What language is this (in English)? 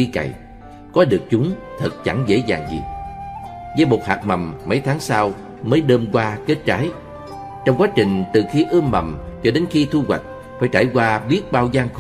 Vietnamese